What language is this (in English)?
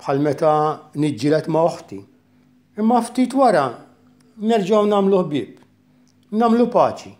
Maltese